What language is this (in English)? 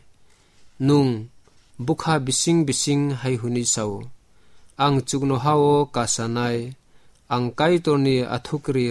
Kok Borok